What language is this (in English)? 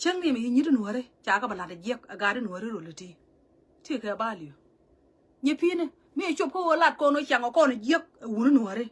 Nuer